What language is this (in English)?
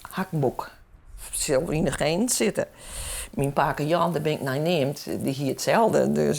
Western Frisian